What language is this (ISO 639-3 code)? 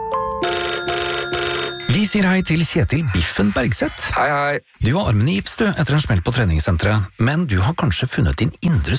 nor